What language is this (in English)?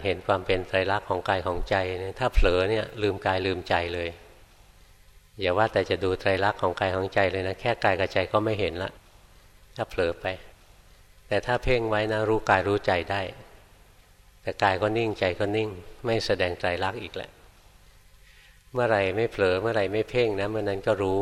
Thai